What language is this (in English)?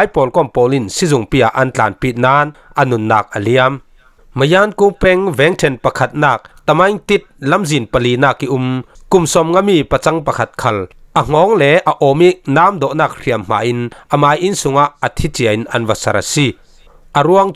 Falam Chin